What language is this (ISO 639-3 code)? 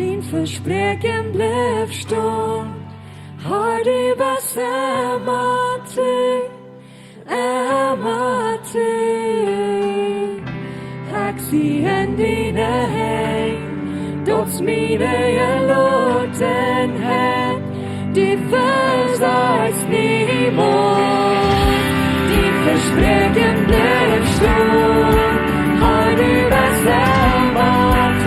pdt